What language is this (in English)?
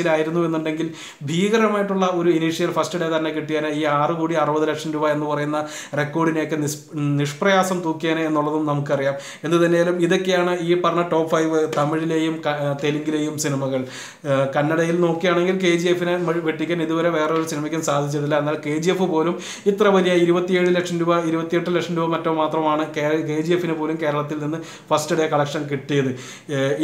Malayalam